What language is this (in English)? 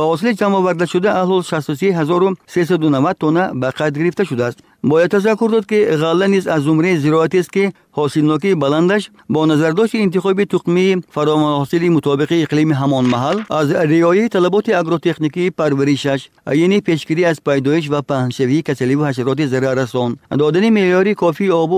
Tajik